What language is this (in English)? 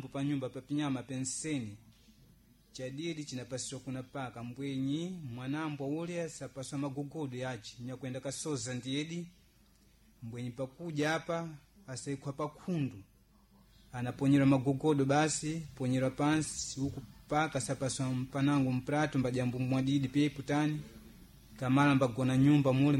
Sena